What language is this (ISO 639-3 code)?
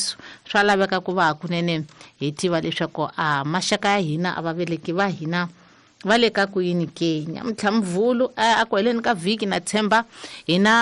tso